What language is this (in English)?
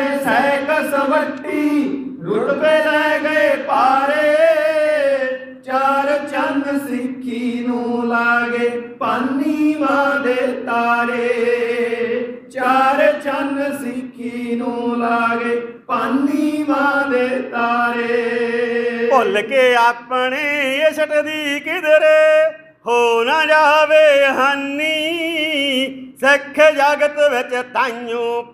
Punjabi